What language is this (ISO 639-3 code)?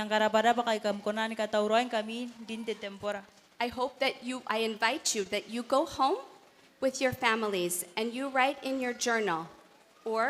gil